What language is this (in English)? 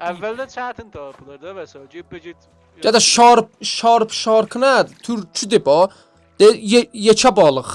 South Azerbaijani